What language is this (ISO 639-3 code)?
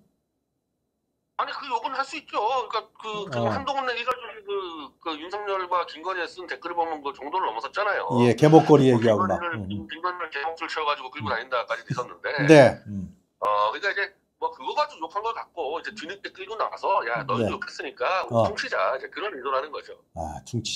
kor